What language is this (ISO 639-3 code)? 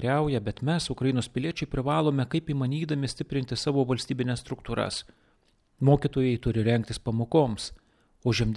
lit